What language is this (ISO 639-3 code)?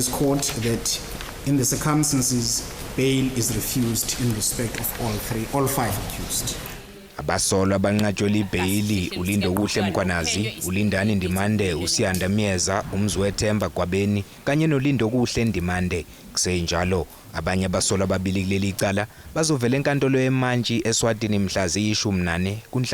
zul